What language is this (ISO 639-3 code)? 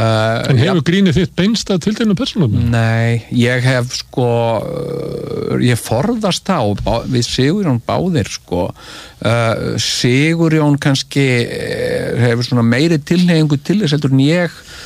isl